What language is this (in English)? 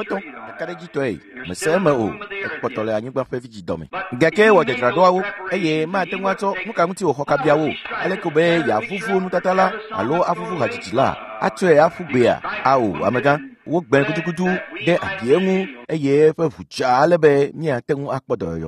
Ewe